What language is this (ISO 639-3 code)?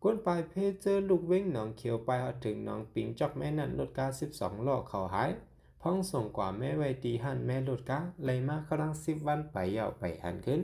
shn